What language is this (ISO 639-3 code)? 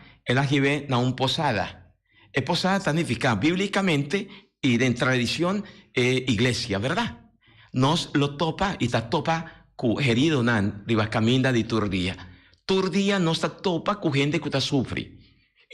pap